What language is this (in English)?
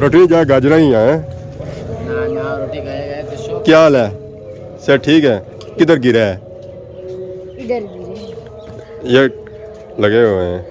Pahari-Potwari